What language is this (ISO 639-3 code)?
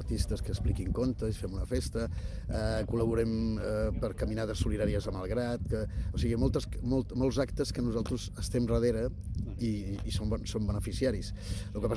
cat